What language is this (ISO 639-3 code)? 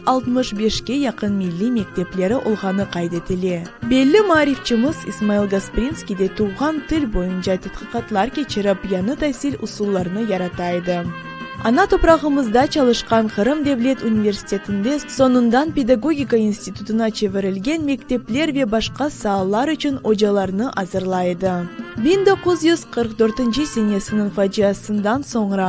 crh